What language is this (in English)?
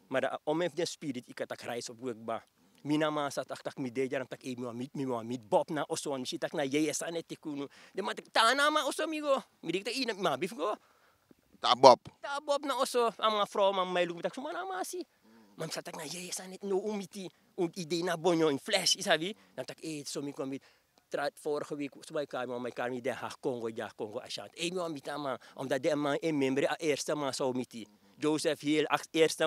Sranan Tongo